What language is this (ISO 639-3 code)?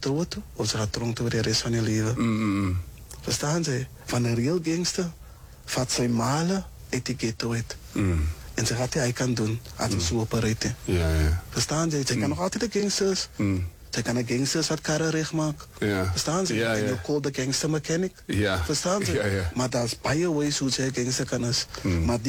afr